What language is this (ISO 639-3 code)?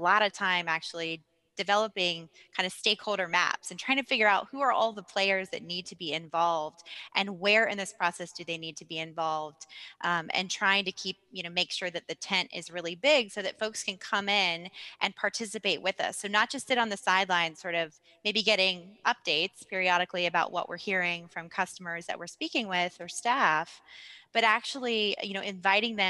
eng